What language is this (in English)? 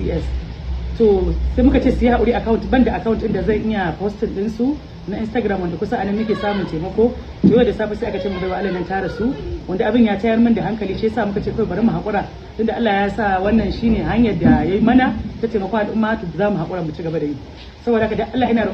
Hausa